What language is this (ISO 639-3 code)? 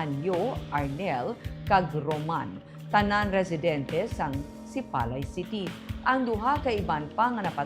hil